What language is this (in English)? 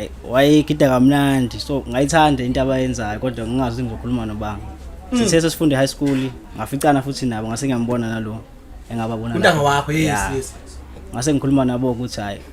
Zulu